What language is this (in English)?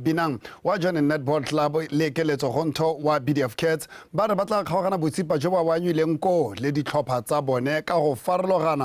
Tswana